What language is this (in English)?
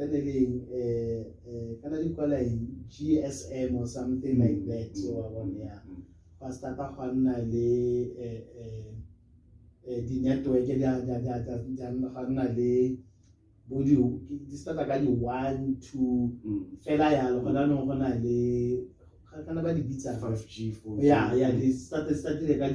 Tswana